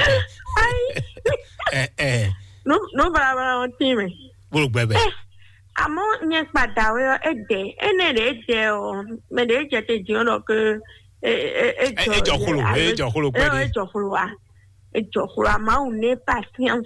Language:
Fon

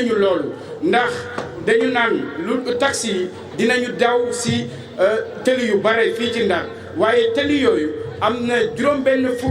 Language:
Wolof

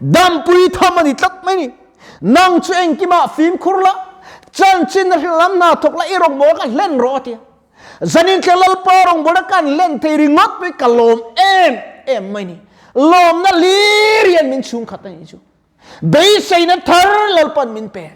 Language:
Mizo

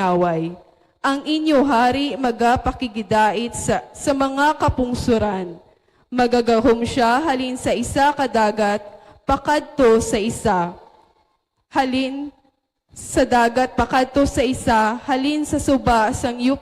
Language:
Hiligaynon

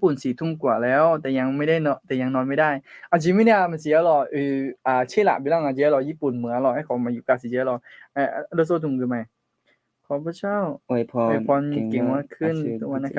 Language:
Akha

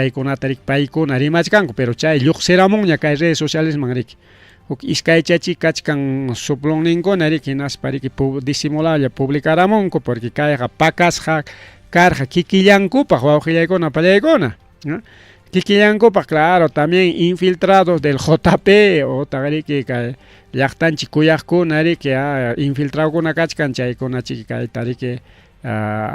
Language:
Ayacucho Quechua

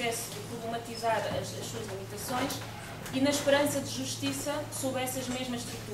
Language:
Portuguese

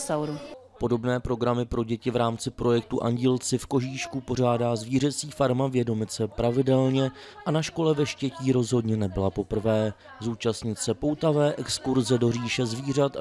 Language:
Czech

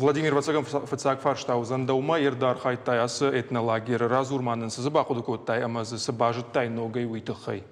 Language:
Ossetic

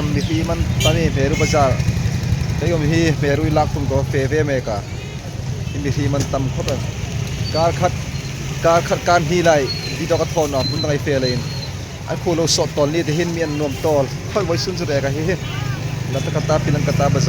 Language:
Hmar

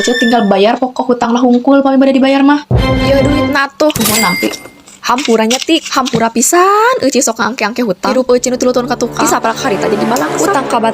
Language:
Sundanese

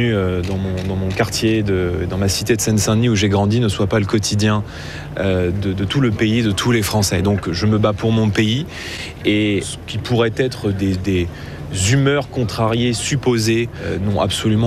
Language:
French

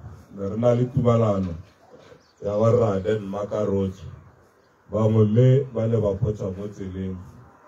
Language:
Tswana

